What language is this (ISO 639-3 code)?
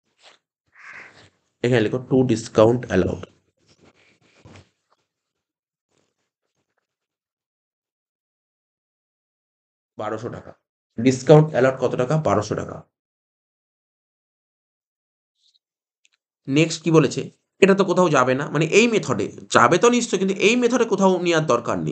ben